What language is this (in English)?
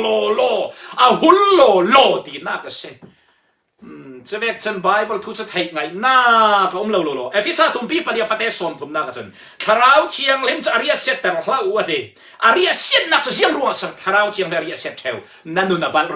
Falam Chin